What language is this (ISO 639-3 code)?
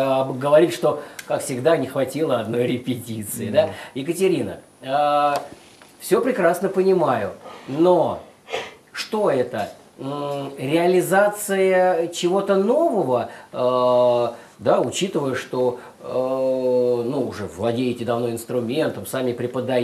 rus